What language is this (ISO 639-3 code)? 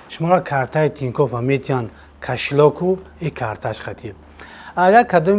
tgk